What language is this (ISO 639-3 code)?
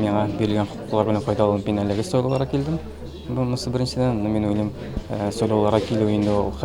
tat